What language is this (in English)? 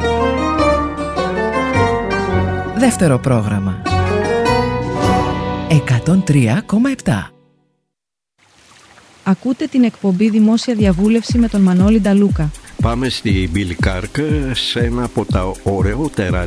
Greek